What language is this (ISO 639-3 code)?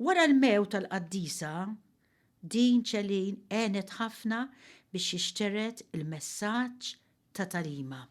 mlt